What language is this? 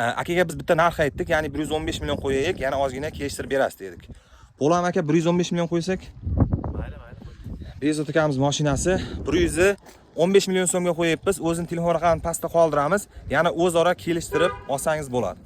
Uzbek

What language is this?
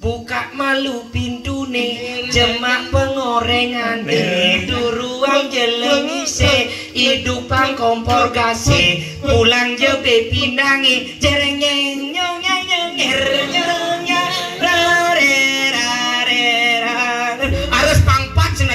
Balinese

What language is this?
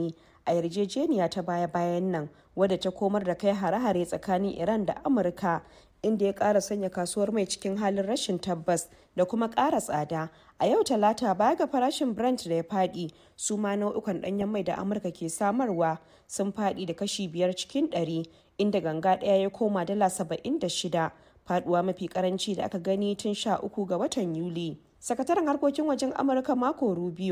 Hausa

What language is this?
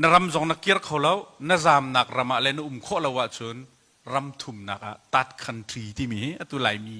Hakha Chin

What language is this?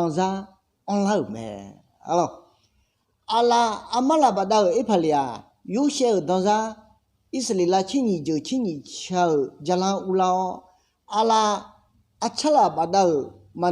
Akha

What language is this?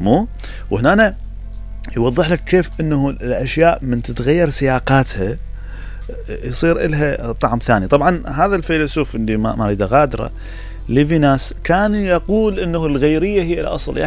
Mesopotamian Arabic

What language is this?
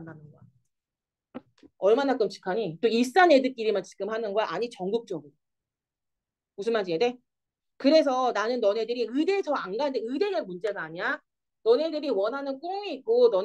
Korean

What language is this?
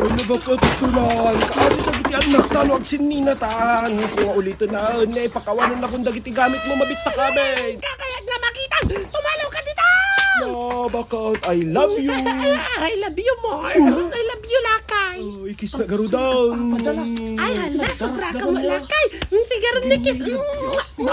Iloko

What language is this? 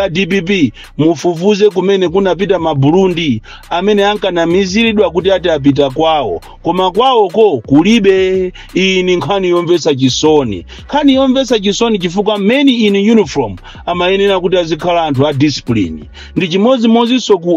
Nyanja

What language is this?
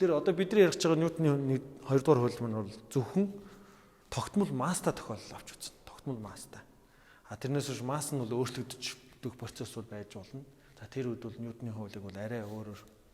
Mongolian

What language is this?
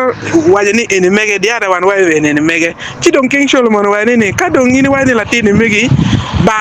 Acoli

